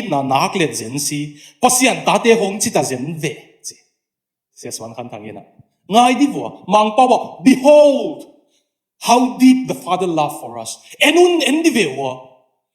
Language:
Tedim Chin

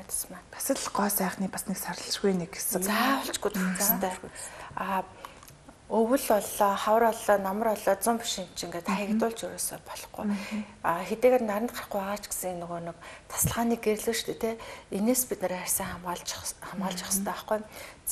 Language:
Mongolian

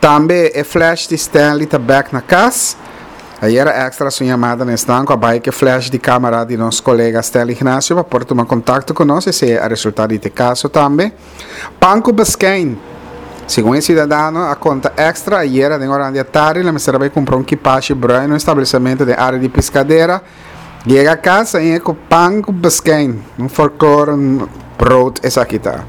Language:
Papiamento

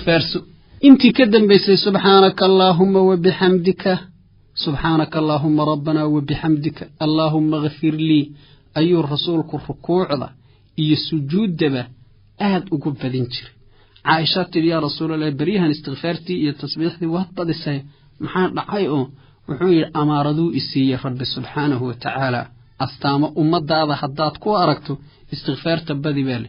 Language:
Somali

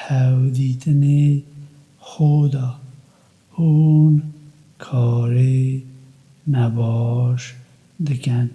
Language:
Kurdish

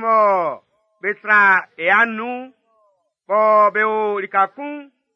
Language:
Baoulé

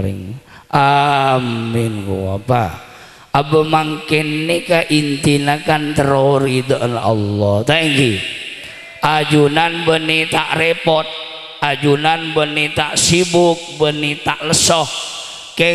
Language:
Madurese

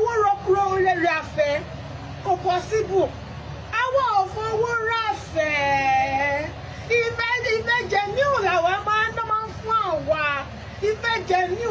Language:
Yoruba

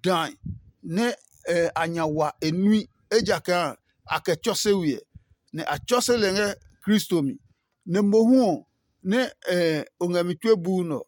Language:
Adangme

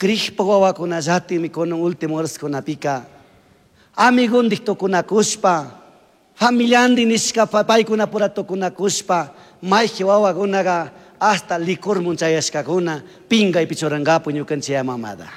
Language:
Chimborazo Highland Quichua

